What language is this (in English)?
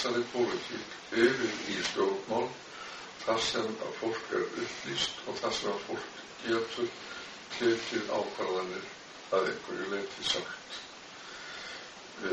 Icelandic